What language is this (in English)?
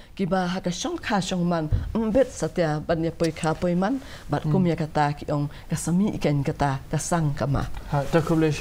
Khasi